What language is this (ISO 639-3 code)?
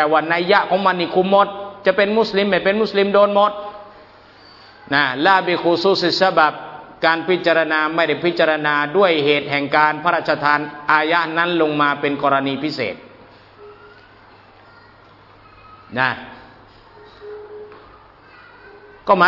tha